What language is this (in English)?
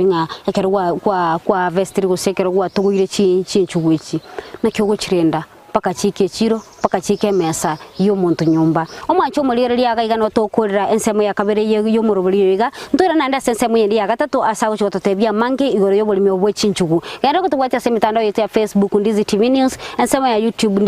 Gusii